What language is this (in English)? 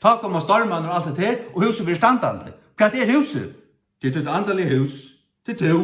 Faroese